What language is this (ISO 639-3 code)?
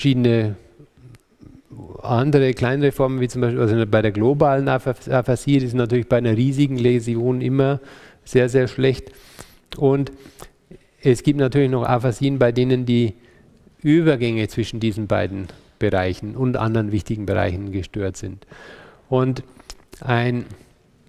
deu